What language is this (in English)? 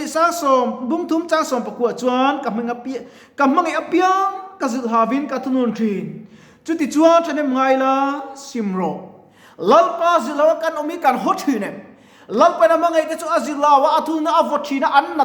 Mizo